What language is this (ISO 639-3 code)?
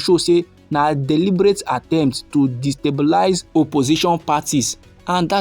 pcm